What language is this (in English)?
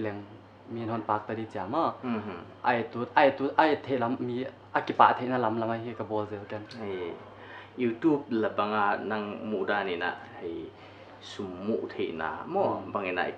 Paite Chin